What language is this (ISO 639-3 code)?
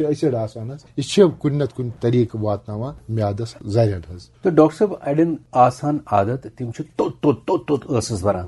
kas